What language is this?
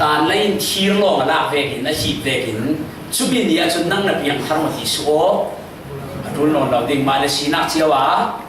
Falam Chin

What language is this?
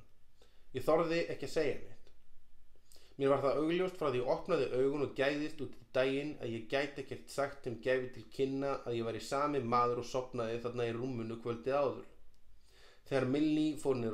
Icelandic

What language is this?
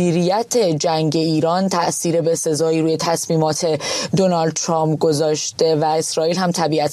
Persian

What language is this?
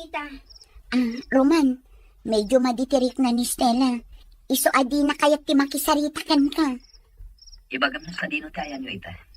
Iloko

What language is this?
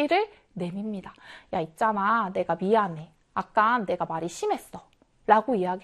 Korean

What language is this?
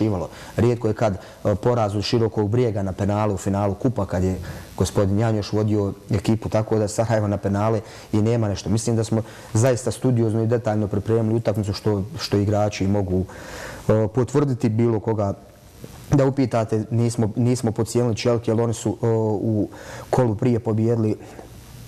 Bosnian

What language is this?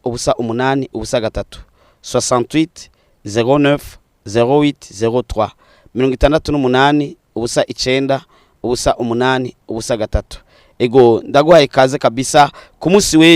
Rundi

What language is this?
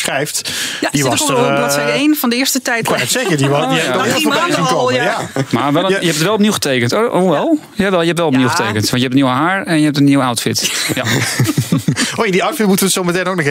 Dutch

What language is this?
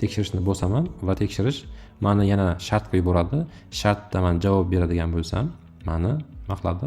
Uzbek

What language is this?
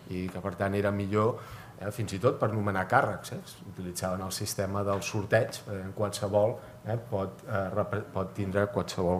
Catalan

